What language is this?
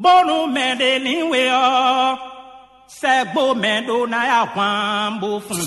Fon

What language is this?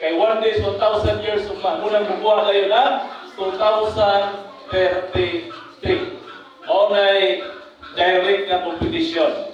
Cebuano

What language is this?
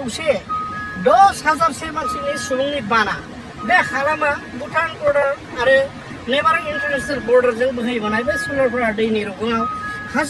Bodo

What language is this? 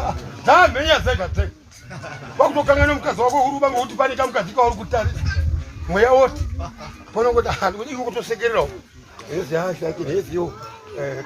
Shona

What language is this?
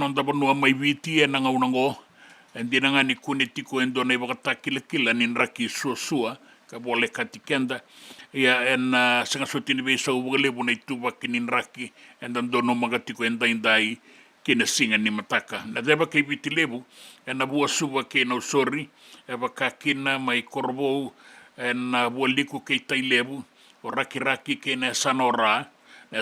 Fijian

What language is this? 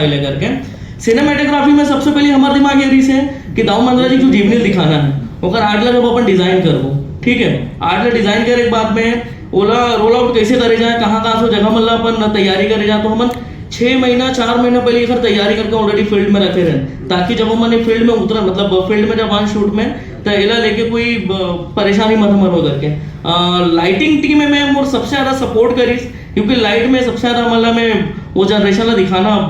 Chhattisgarhi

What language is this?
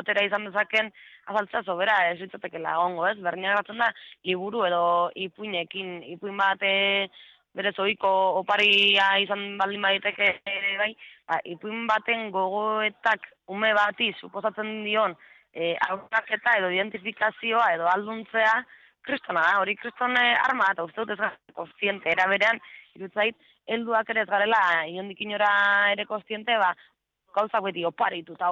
Basque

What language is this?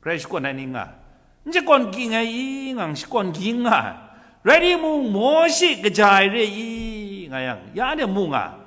Kachin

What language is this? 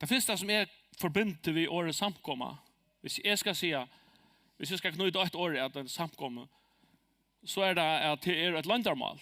Faroese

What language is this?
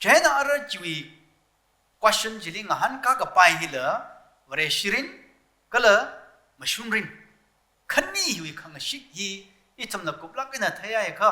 Tangkhul Naga (India)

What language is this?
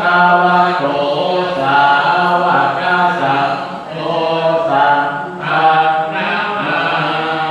Pali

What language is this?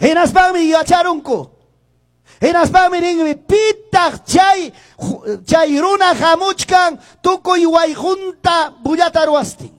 Quechua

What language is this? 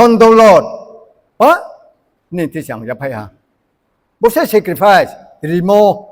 Riang (India)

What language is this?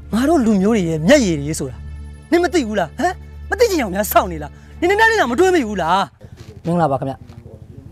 Burmese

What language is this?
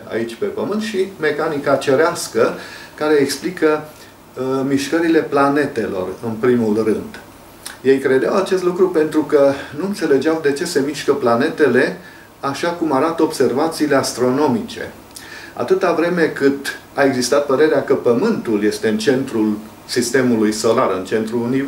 Romanian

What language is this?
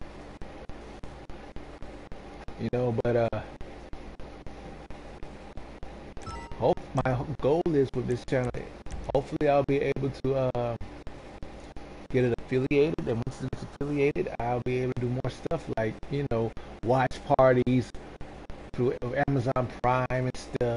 English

